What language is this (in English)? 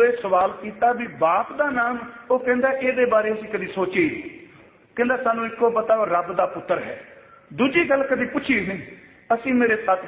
Punjabi